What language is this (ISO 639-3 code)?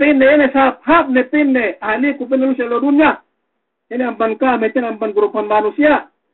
yka